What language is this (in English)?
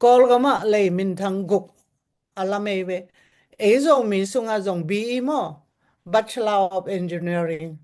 Tedim Chin